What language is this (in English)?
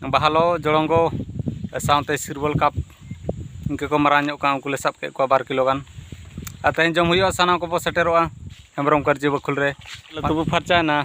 Santali